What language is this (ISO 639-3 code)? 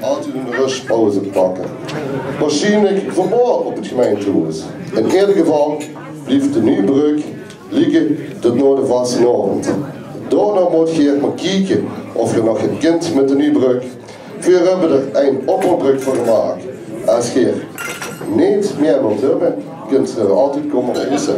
lim